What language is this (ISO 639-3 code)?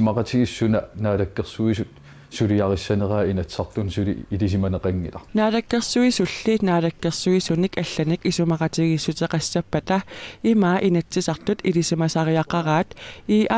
kal